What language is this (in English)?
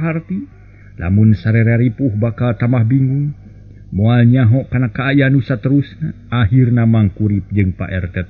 Sundanese